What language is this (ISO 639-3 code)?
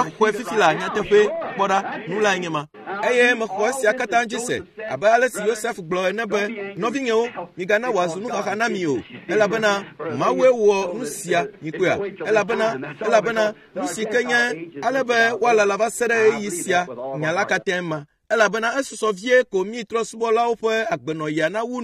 ewe